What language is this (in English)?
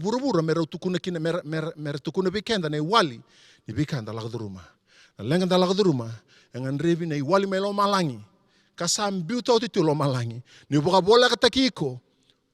Fijian